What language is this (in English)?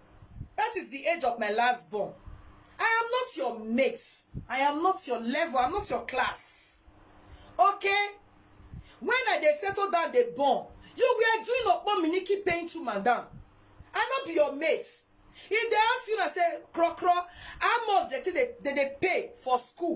Nigerian Pidgin